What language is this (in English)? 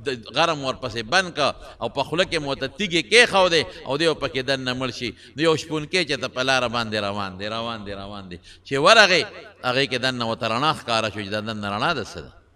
Pashto